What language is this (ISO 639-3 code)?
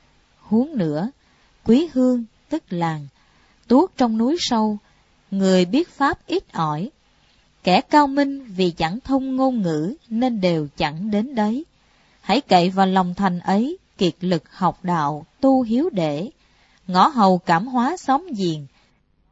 vie